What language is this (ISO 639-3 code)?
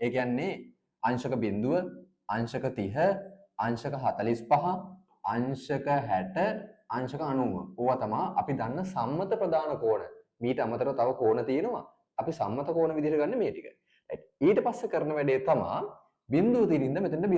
sin